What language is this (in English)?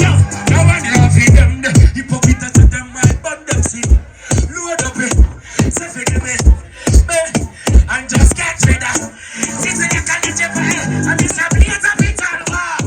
Jamaican Creole English